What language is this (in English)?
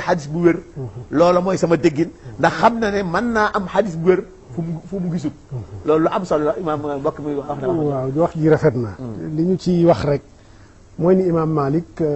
Wolof